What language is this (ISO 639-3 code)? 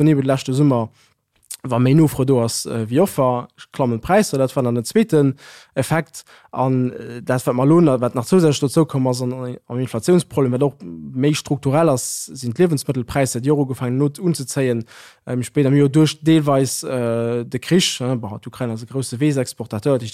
ltz